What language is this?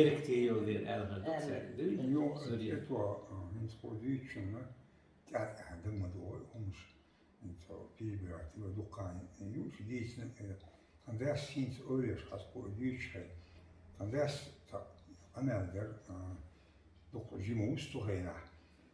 Chechen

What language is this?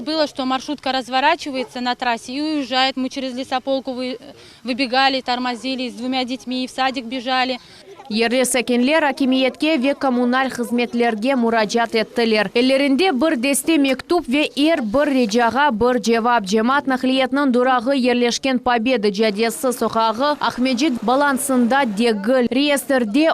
Crimean Tatar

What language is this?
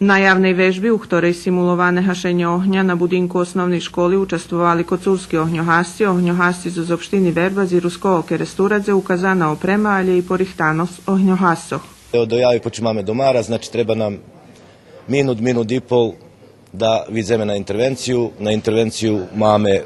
Rusyn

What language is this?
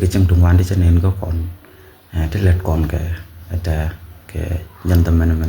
Nuer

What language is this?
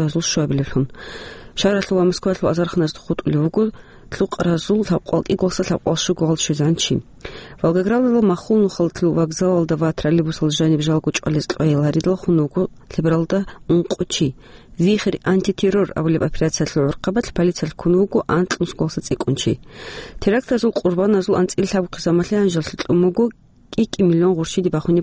Avaric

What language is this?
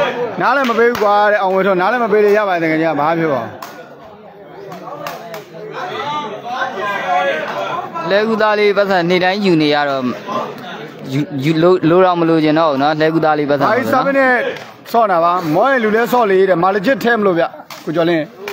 Burmese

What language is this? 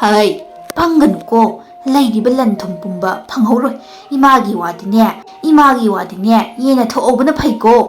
Manipuri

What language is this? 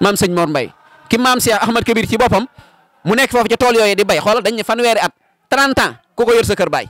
Wolof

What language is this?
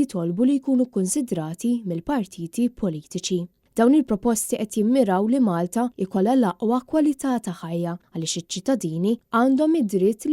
Maltese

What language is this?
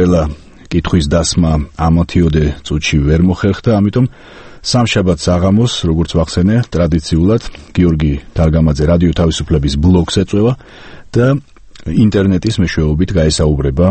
Georgian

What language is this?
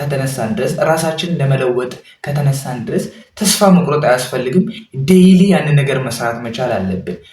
Amharic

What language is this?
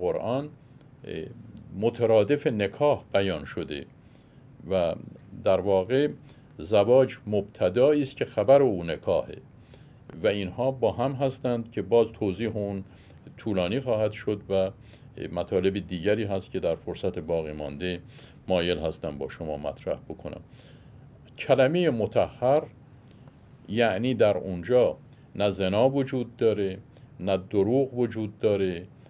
Persian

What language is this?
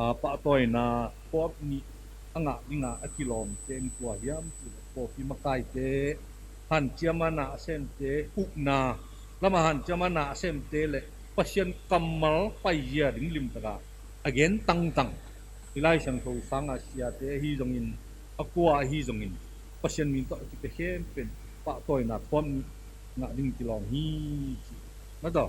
Tedim Chin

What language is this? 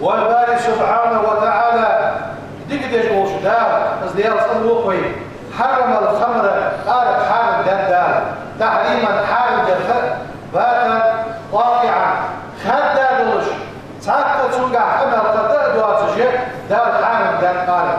Ingush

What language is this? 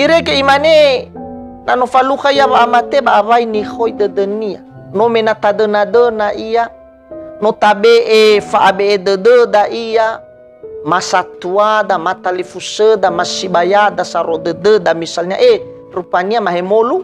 Nias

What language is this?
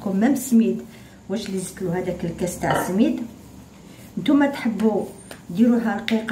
Algerian Arabic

